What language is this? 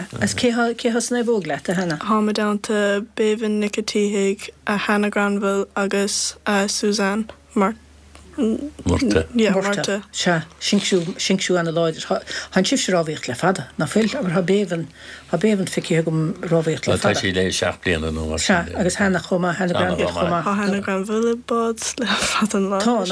Irish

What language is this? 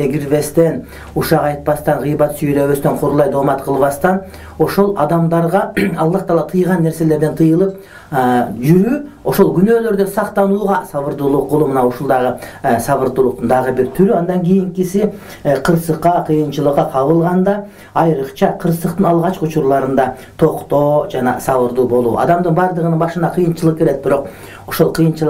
Kyrgyz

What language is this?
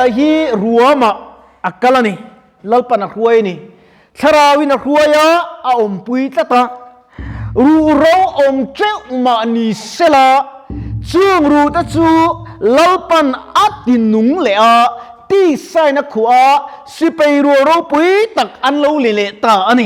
Mizo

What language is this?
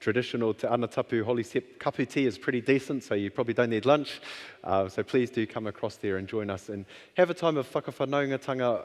Māori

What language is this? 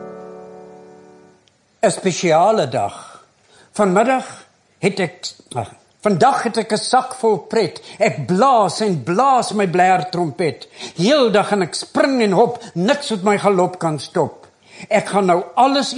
Afrikaans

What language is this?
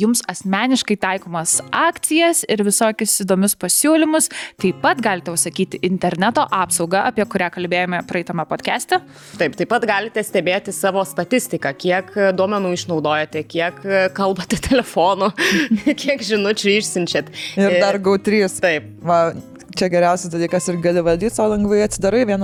Lithuanian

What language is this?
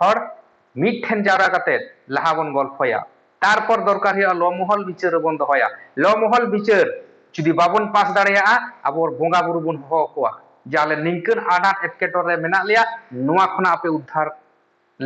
Santali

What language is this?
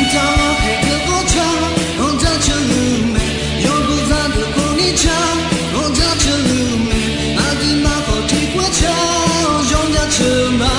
Akha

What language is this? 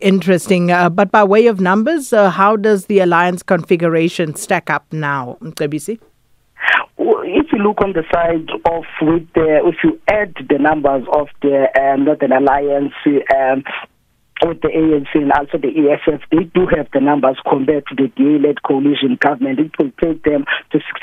English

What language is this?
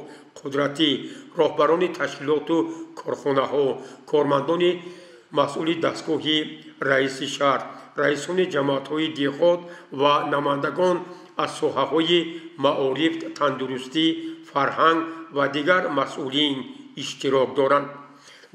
Tajik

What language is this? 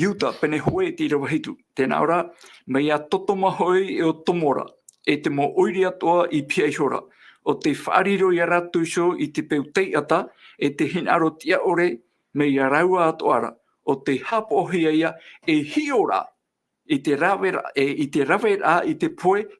Tahitian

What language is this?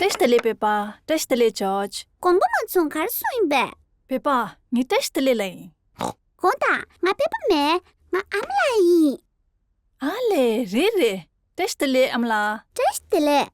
Tibetan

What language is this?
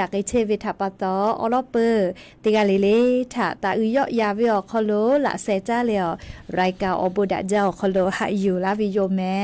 Lahu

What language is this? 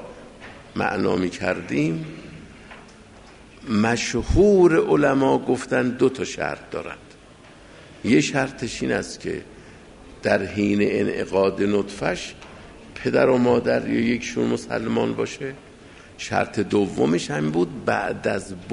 Persian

